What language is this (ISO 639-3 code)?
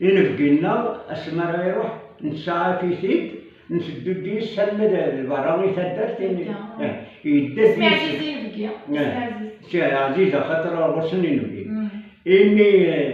kab